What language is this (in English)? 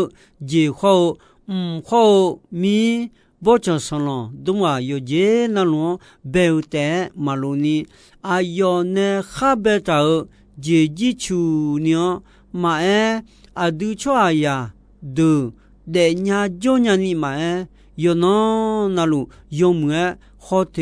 Akha